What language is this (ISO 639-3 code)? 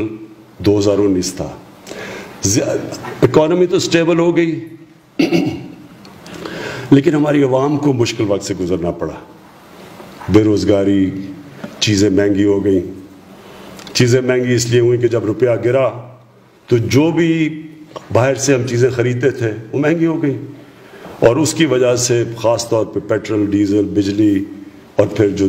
urd